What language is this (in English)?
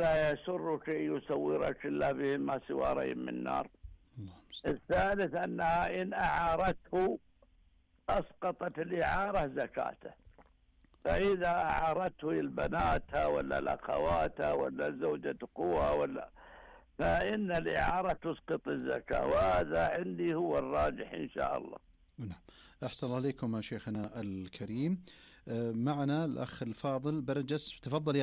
Najdi Arabic